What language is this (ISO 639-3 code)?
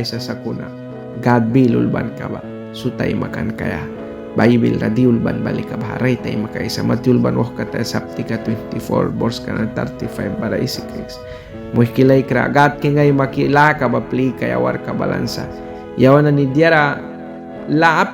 miq